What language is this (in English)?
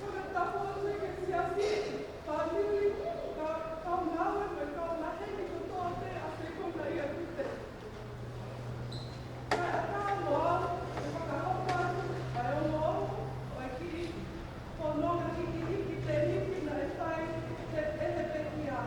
Tongan